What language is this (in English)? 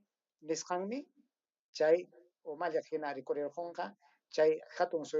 Ayacucho Quechua